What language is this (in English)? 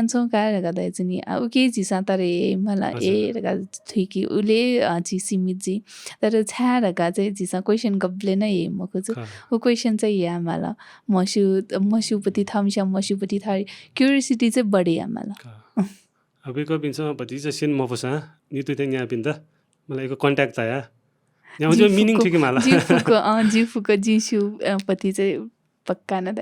Newari